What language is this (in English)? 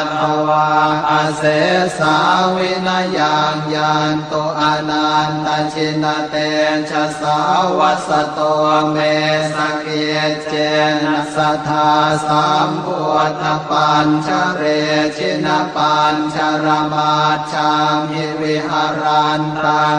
Pali